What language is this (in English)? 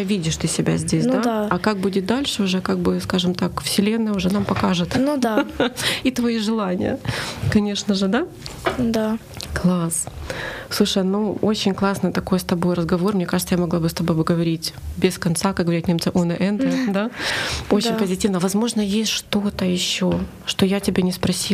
Russian